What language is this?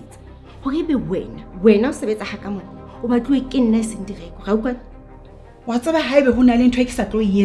Southern Sotho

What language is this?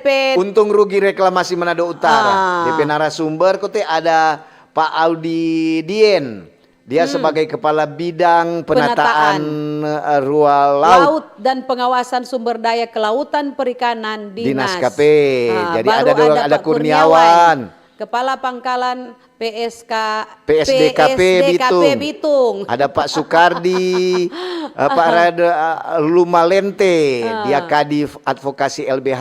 Manado Malay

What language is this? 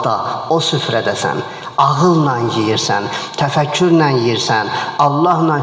Azerbaijani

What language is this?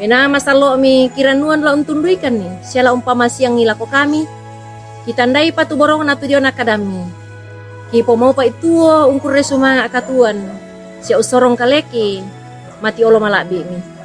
Toraja-Sa'dan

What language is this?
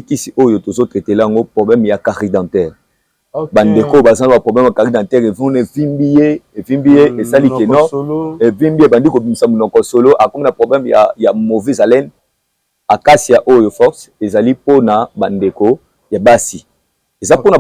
Lingala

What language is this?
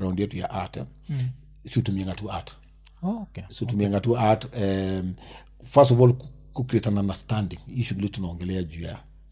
Swahili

